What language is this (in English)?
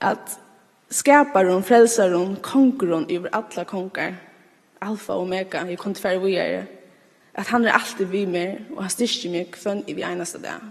Faroese